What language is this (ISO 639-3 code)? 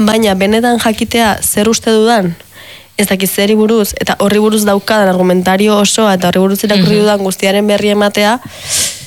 eus